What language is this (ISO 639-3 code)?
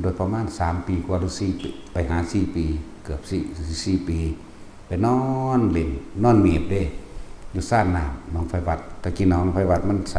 tts